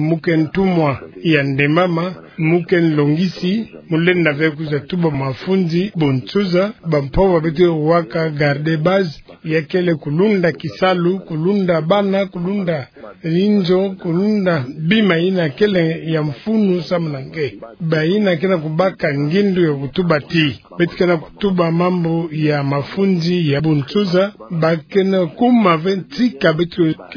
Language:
Kituba (Democratic Republic of Congo)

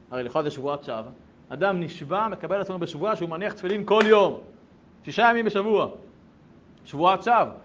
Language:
Hebrew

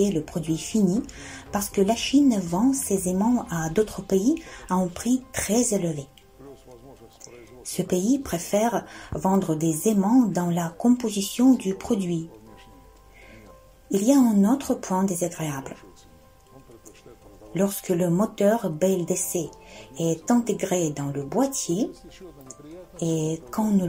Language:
French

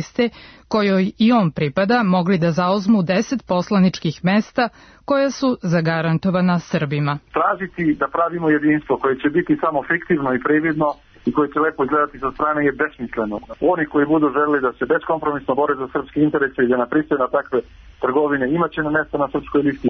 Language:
Serbian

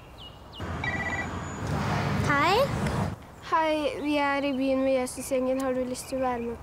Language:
Norwegian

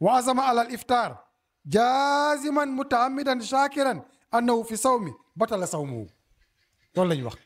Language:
Wolof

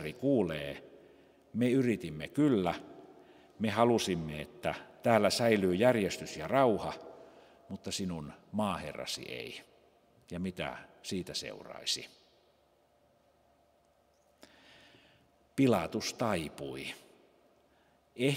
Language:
Finnish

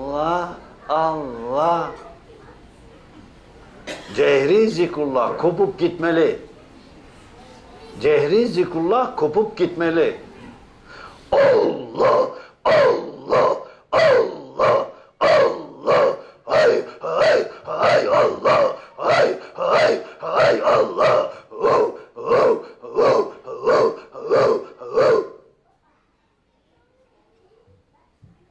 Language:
Turkish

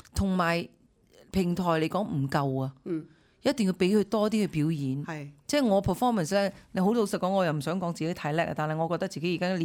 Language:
Cantonese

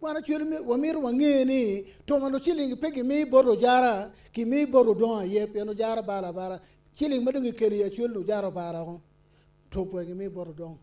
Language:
Acoli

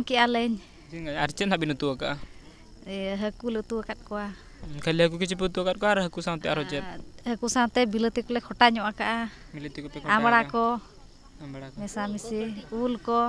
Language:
Santali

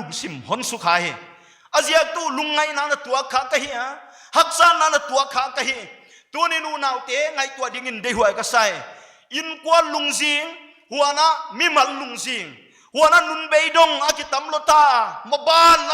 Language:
Paite Chin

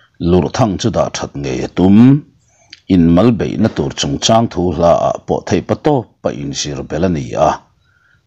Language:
Mizo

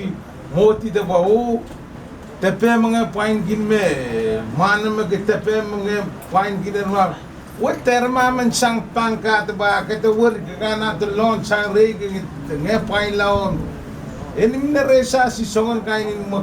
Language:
Pohnpeian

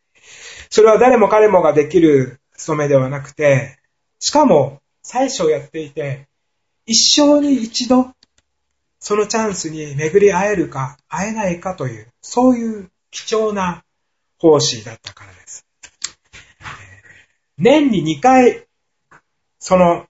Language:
Japanese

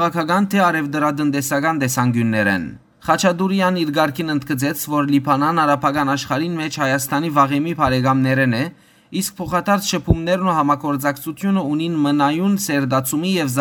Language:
Western Armenian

